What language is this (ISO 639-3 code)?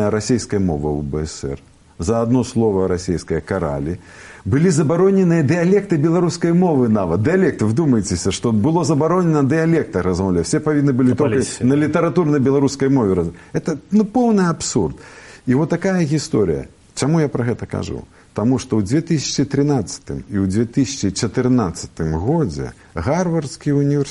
bel